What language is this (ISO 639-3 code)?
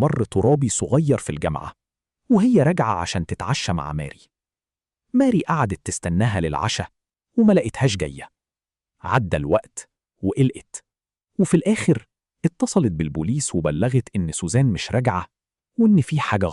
arz